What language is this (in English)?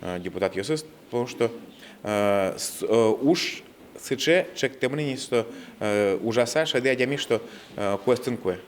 Udmurt